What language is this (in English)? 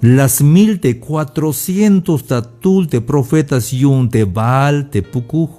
Tzeltal